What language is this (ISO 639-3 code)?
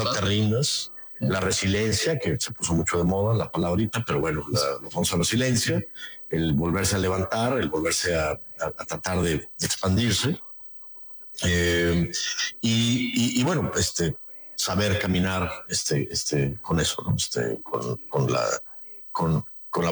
spa